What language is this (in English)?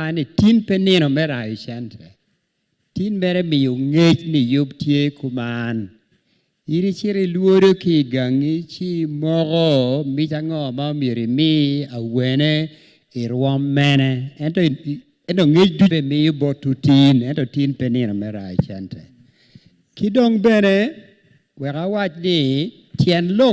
Acoli